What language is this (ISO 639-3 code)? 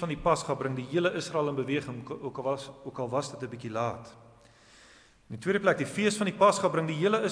afr